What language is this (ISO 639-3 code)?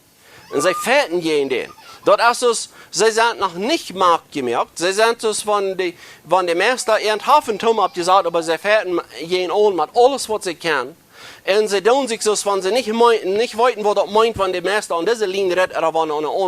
pdt